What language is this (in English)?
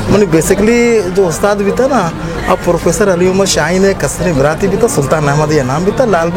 Baluchi